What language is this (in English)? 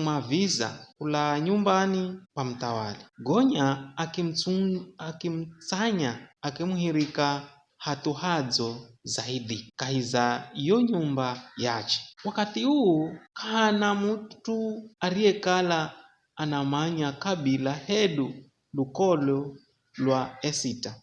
Giryama